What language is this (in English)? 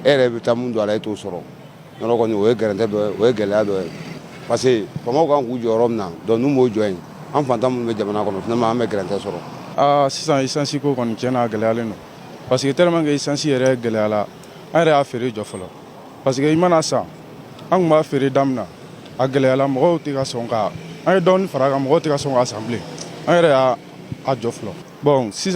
Bambara